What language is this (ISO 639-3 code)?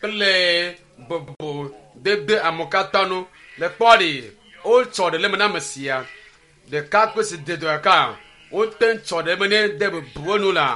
ewe